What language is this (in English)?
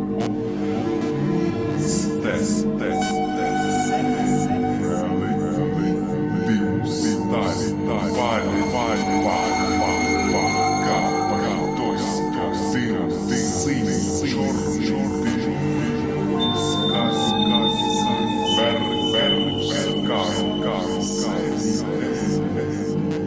Ukrainian